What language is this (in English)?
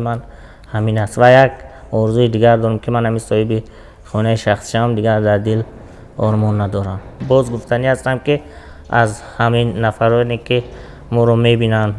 Tajik